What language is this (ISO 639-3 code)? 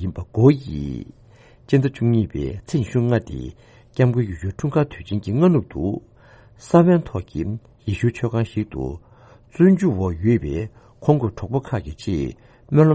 bod